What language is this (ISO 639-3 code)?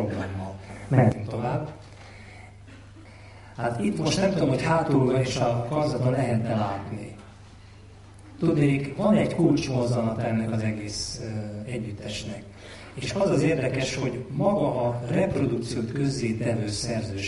hun